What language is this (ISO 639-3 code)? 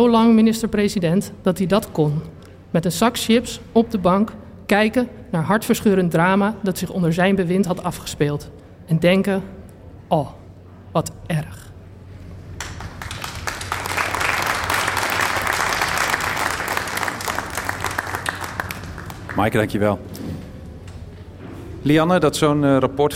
nld